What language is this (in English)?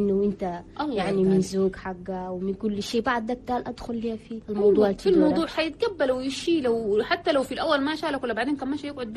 Chadian Arabic